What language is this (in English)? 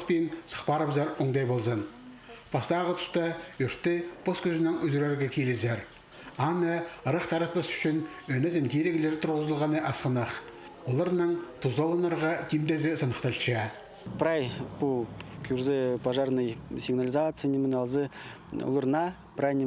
Khakas